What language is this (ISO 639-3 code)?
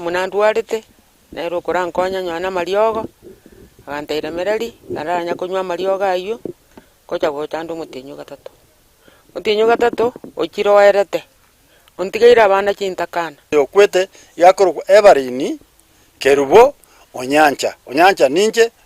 guz